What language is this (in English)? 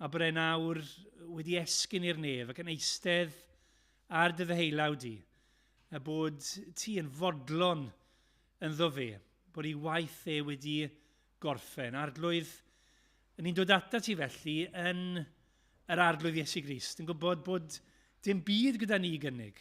Welsh